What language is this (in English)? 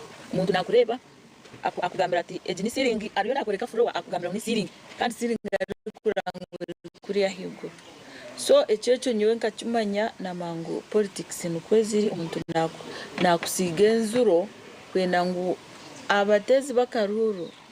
Nyankole